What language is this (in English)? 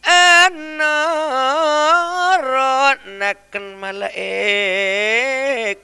Madurese